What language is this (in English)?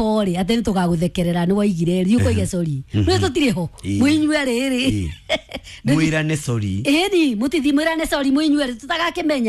Kikuyu